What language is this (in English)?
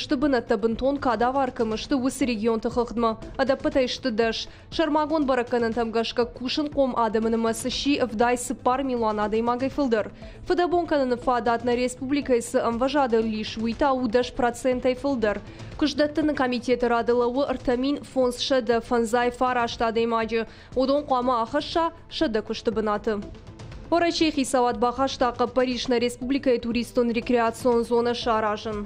Ossetic